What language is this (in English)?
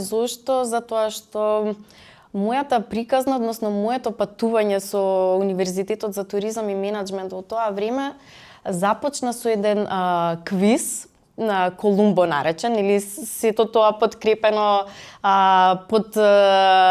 Macedonian